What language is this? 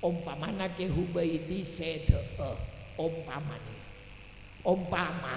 Madurese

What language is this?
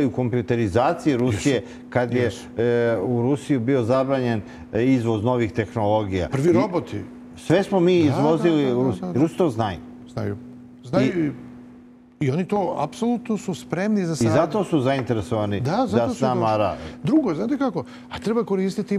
Serbian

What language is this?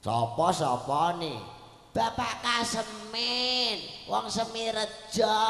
Javanese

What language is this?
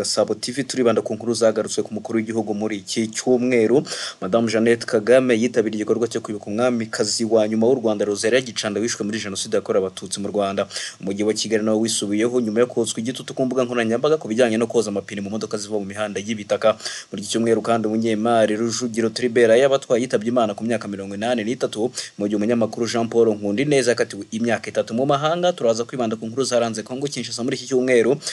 Kinyarwanda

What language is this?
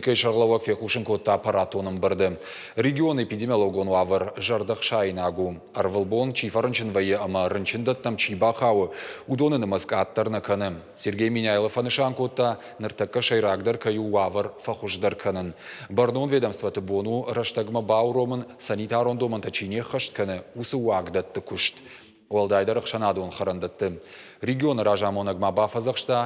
Ossetic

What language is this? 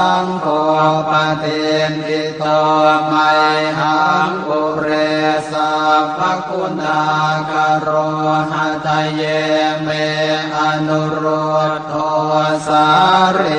Pali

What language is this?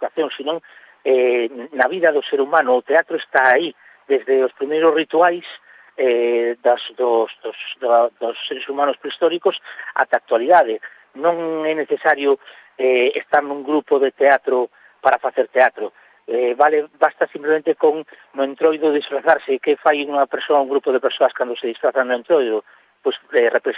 Galician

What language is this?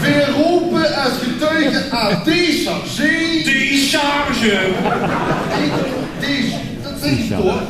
Limburgish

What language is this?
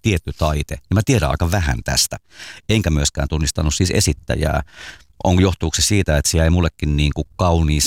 Finnish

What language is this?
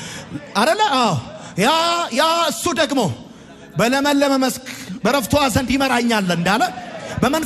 Amharic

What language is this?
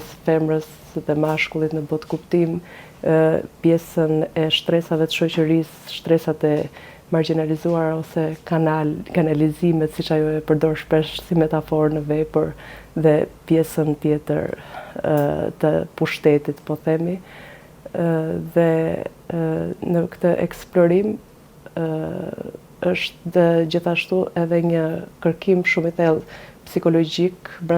Albanian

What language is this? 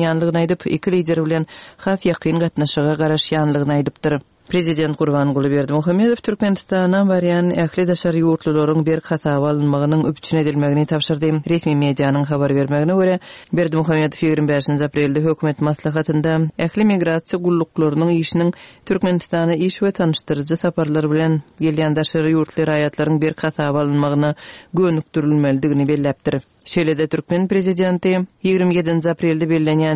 Turkmen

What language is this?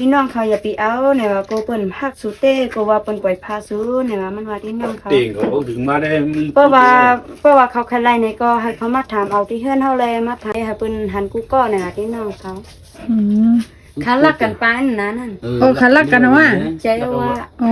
Shan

